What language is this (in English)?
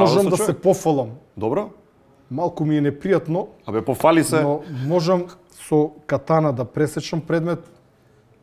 Macedonian